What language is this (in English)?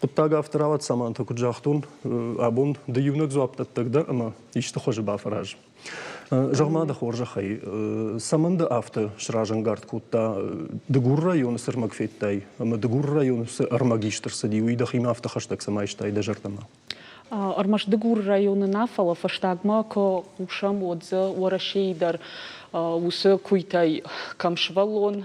Ossetic